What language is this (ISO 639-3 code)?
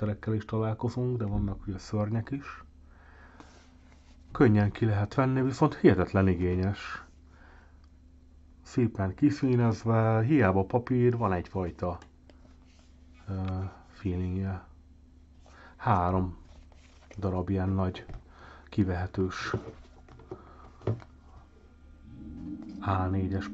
hun